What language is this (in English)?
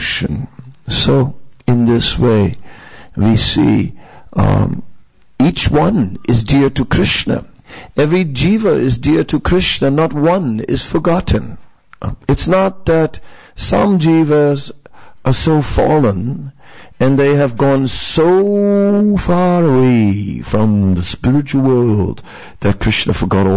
English